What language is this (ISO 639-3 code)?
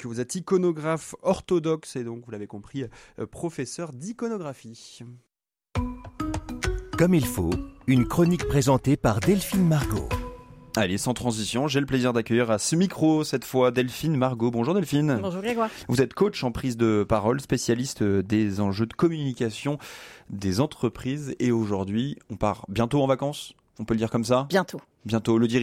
fra